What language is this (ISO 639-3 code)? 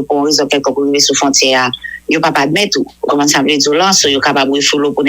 hat